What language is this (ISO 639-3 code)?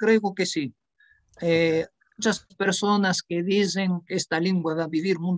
lad